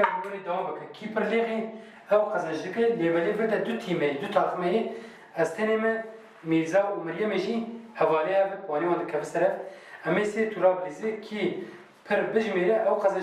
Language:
Kurdish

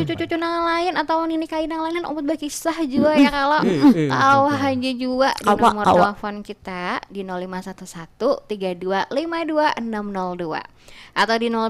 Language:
Banjar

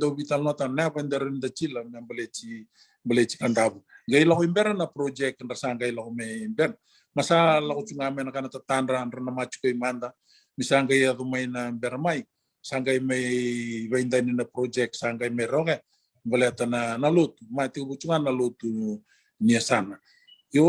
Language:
Fijian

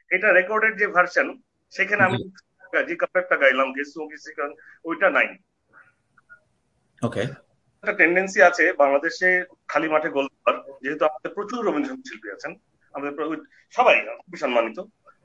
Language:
Bangla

